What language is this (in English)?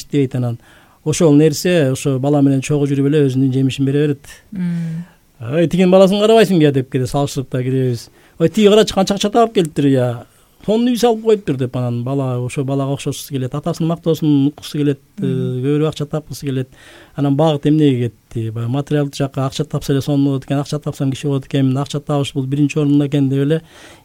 Kyrgyz